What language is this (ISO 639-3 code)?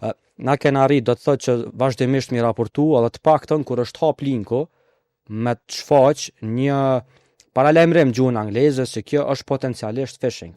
sqi